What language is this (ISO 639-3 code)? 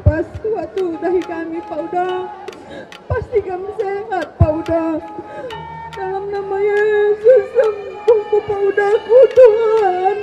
btx